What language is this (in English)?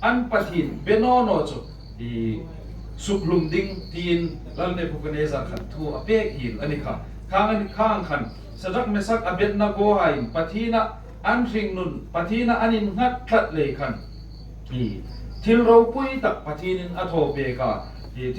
Hmar